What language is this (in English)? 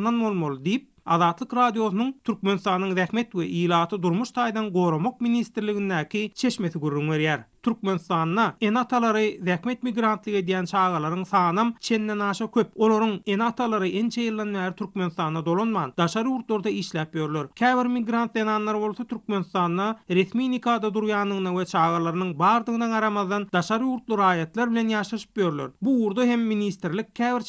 Turkmen